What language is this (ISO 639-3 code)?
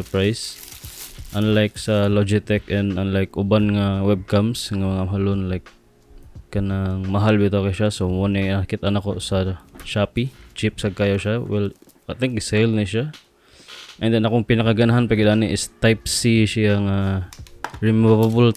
ceb